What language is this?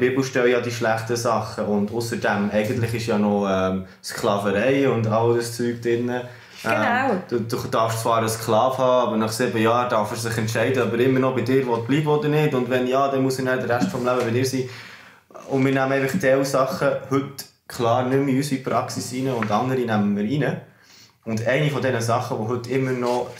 Swiss German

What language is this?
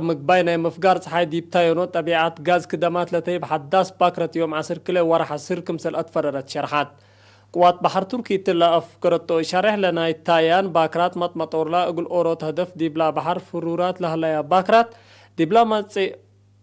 Tigre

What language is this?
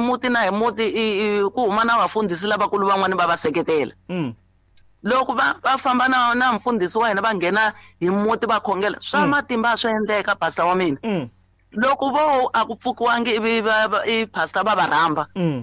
Tsonga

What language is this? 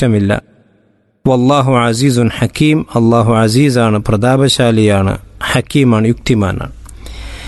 Malayalam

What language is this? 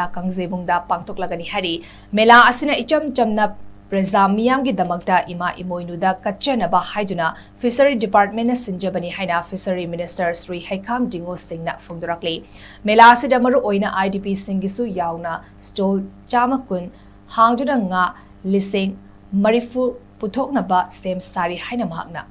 Manipuri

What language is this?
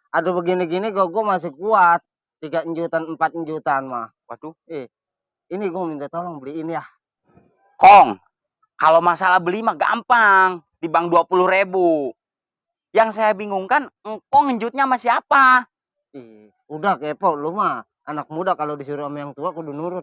Betawi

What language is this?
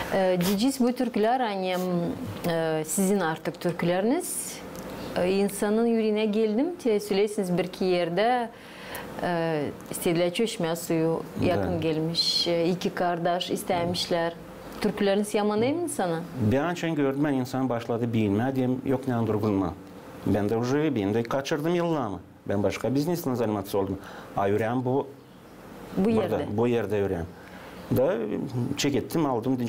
Gagauz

